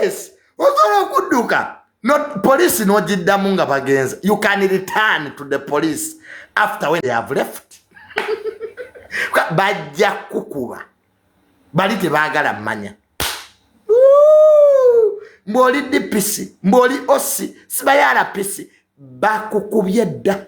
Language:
Ganda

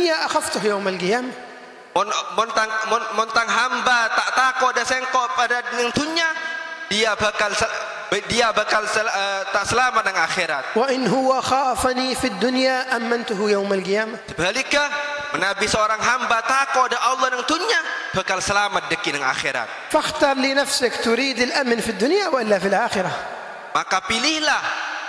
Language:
Malay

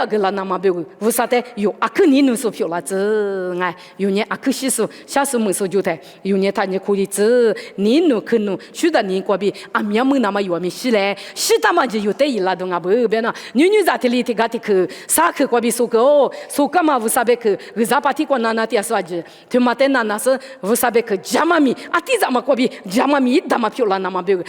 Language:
Lisu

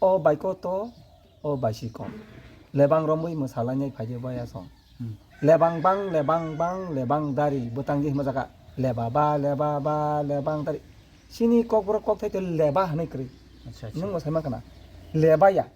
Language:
Kok Borok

